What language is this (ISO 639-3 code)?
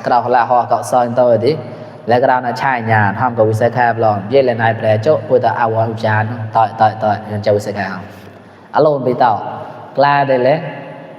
mnw